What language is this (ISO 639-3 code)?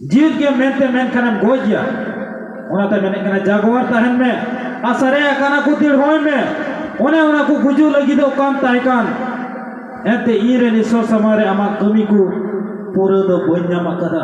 sat